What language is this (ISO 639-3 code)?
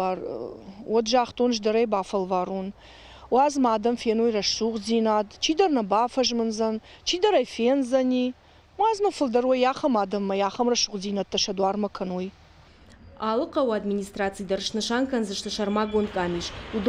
oss